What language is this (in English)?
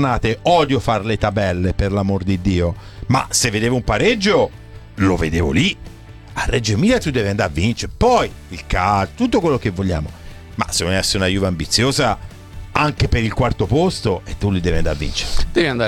Italian